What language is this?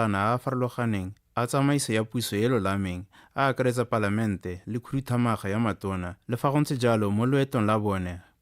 Tswana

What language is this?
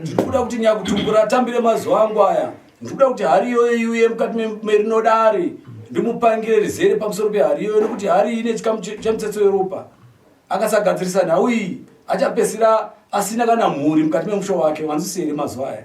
Shona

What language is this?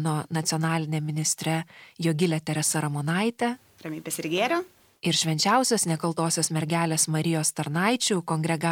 Lithuanian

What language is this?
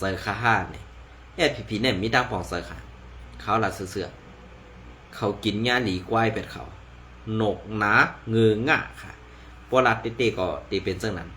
Shan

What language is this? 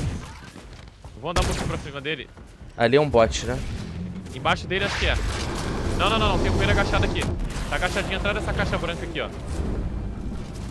Portuguese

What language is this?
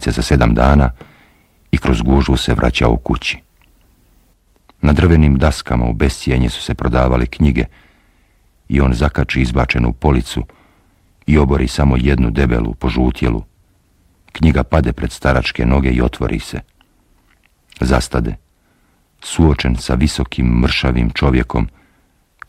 Bosnian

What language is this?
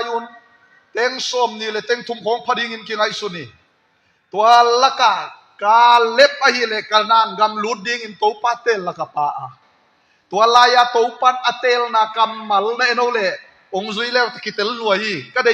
Tedim Chin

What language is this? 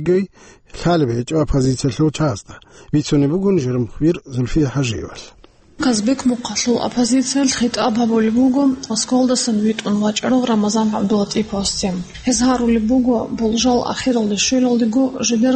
Avaric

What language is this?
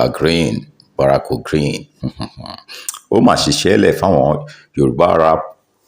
Yoruba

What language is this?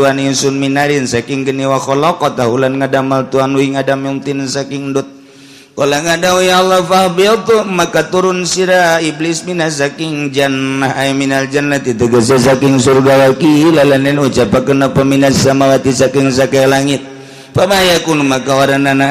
Sundanese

